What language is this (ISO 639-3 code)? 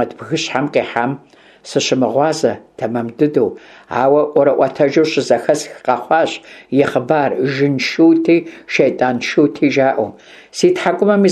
kbd